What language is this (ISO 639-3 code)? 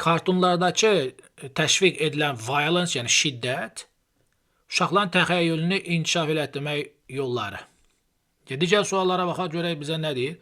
aze